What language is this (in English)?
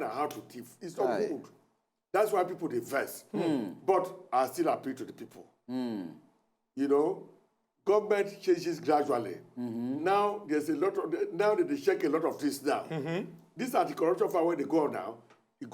Nigerian Pidgin